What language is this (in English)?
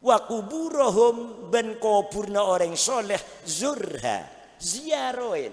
Madurese